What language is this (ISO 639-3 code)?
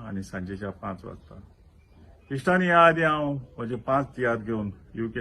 kok